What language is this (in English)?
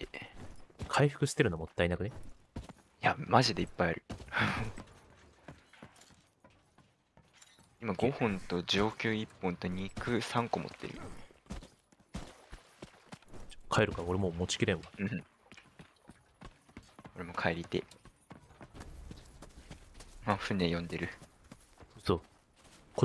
Japanese